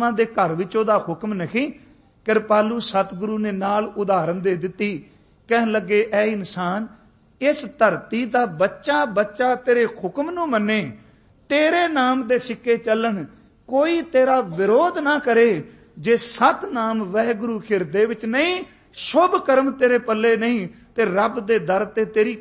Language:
Punjabi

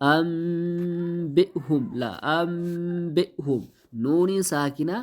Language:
Oromo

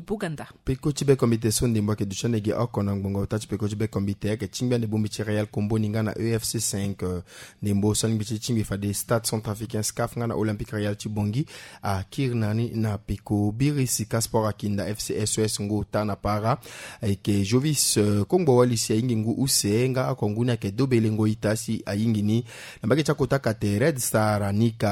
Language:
Sango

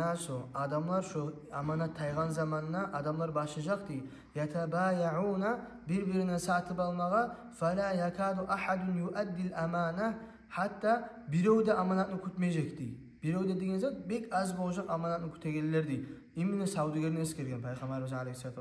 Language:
Kumyk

